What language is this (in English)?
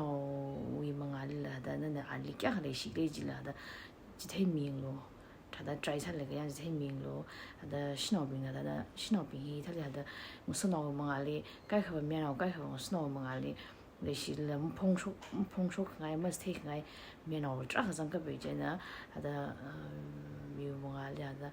Tangkhul Naga (India)